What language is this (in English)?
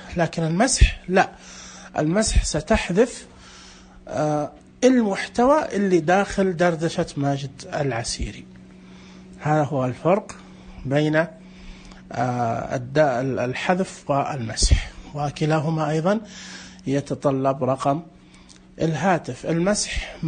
Najdi Arabic